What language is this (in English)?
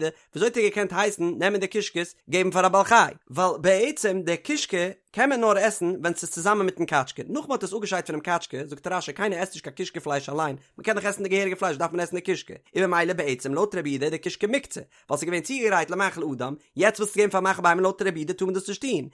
Yiddish